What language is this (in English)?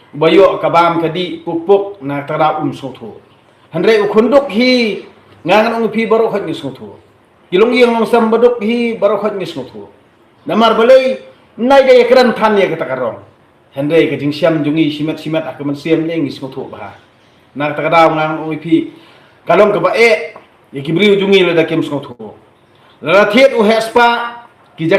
Khasi